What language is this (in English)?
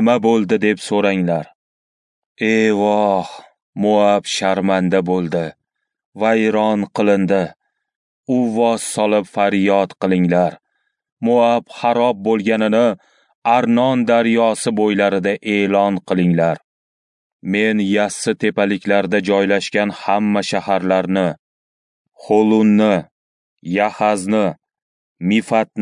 Uzbek